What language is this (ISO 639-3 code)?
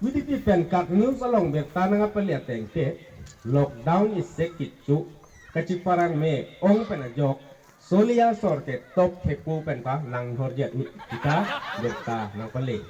mjw